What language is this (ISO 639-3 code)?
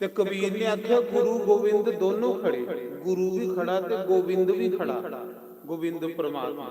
doi